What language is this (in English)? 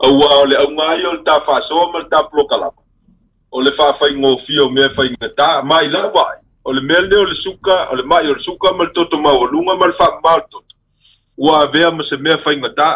Samoan